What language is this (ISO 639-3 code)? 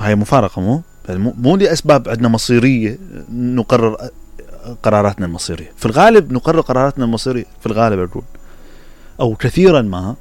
acm